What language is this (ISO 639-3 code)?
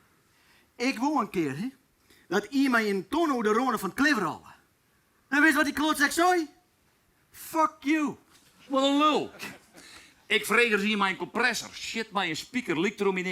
fry